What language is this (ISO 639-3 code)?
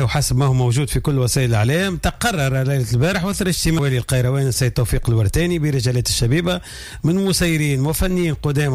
aeb